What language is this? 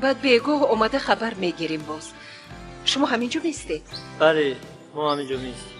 Tajik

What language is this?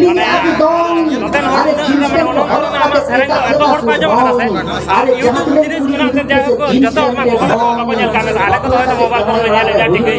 Santali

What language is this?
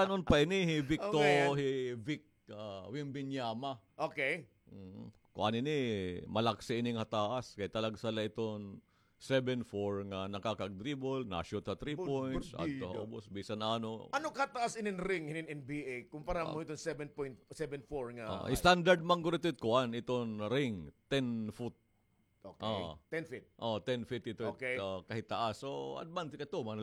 Waray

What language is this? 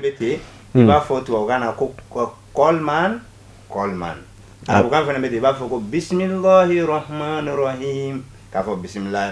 Bambara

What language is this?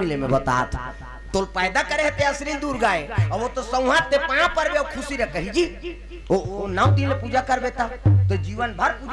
Chhattisgarhi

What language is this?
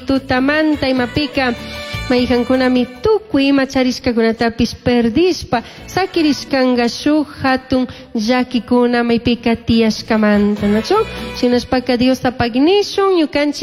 Chimborazo Highland Quichua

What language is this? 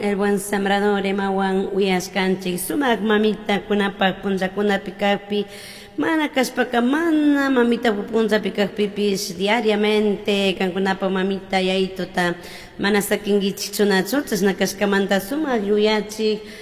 Chimborazo Highland Quichua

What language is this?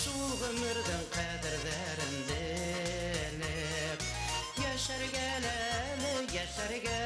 Bashkir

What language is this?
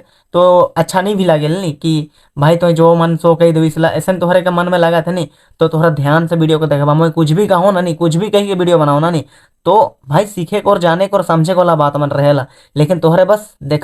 Sadri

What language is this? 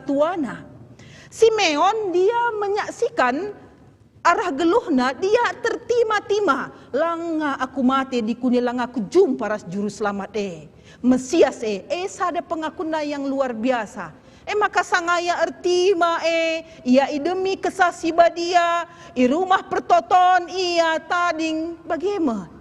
Batak Karo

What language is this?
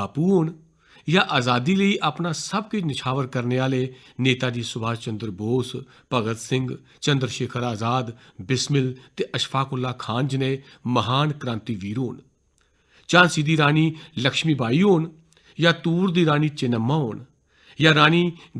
Dogri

